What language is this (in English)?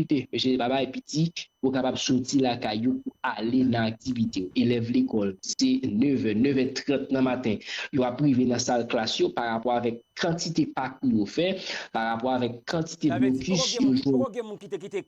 Haitian Creole